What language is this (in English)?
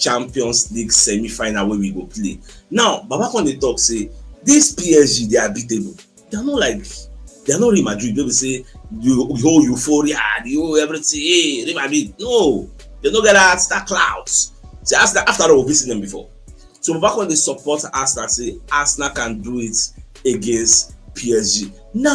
Nigerian Pidgin